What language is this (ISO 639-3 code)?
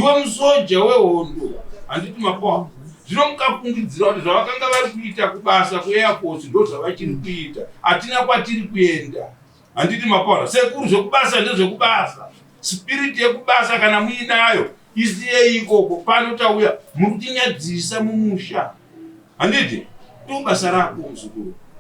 sna